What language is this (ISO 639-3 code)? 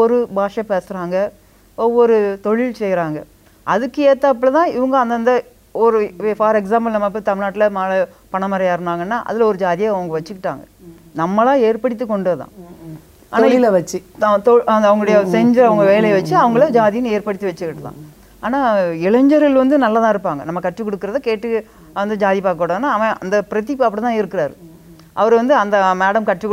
tam